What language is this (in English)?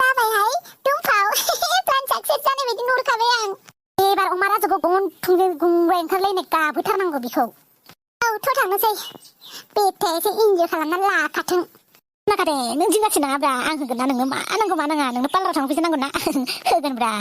Bodo